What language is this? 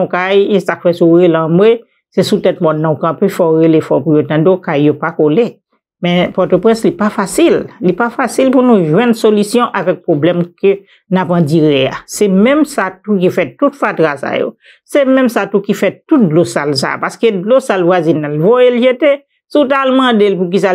Haitian Creole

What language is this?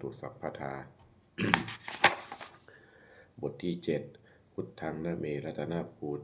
Lao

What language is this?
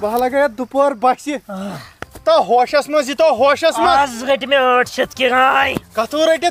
Kashmiri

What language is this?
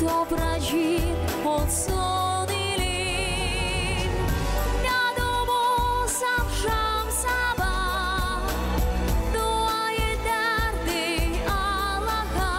Gagauz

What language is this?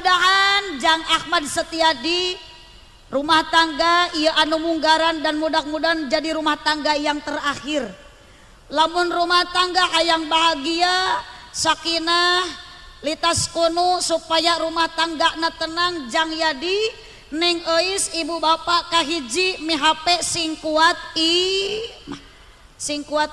Sundanese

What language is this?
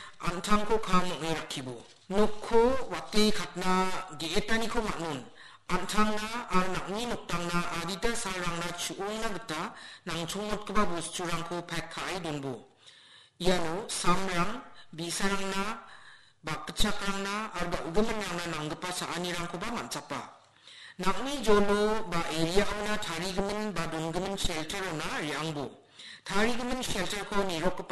Garo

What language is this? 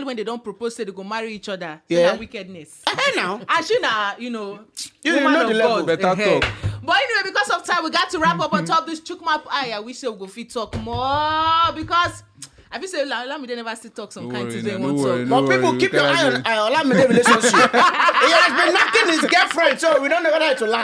Nigerian Pidgin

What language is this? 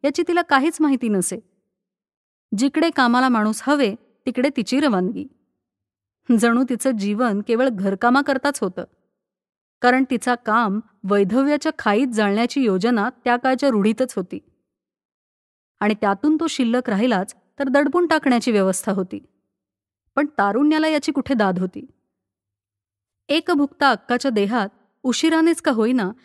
Marathi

